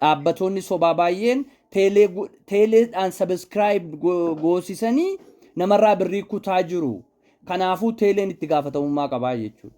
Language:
Oromo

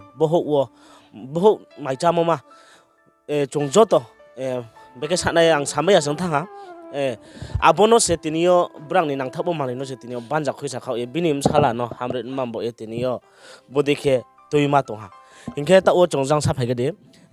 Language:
Riang (India)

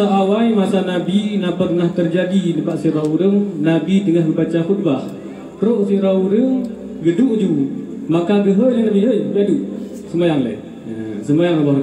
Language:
Achinese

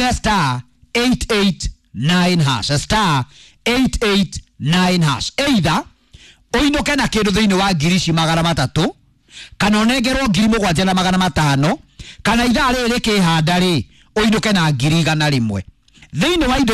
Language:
Kikuyu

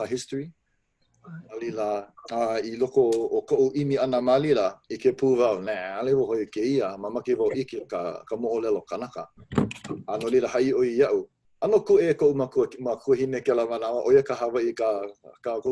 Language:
Hawaiian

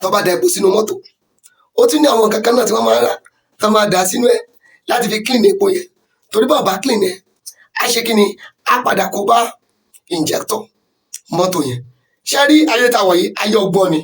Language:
Yoruba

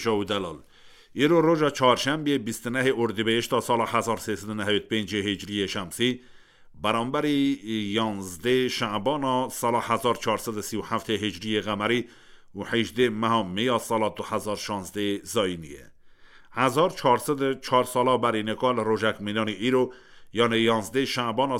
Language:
Kurdish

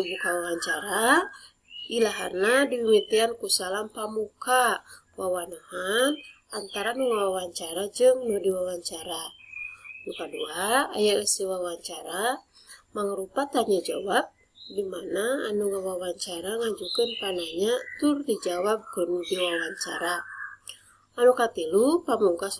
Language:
Sundanese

